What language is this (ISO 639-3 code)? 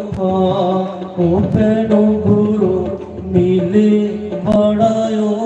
doi